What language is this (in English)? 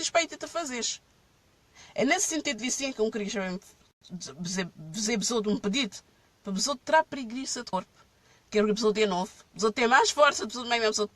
Kabuverdianu